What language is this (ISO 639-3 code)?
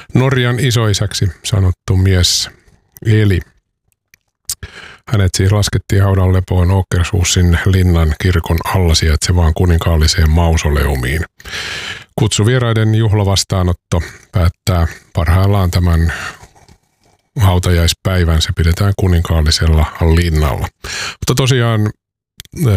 fin